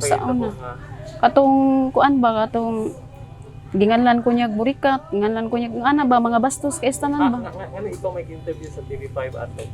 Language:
Cebuano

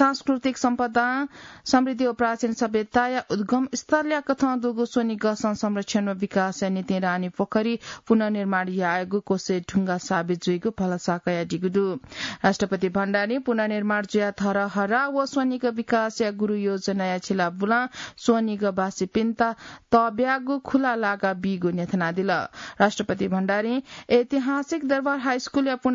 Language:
Newari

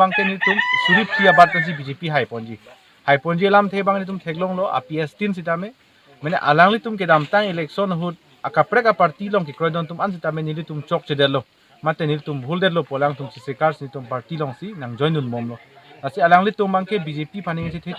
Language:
Karbi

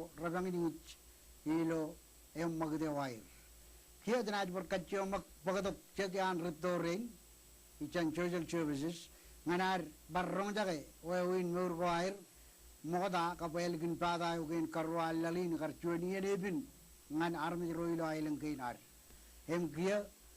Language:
Marshallese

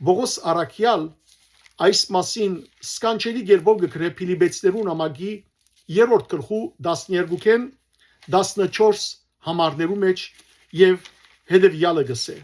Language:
Western Armenian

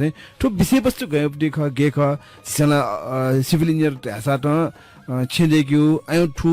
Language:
Newari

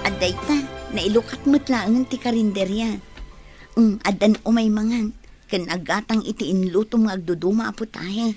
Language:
Iloko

